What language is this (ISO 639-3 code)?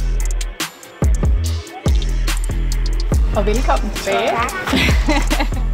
dan